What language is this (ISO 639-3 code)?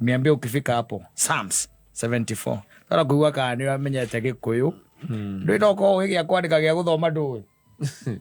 kik